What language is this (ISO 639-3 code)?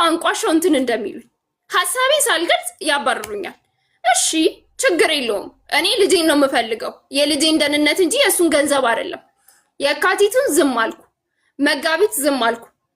amh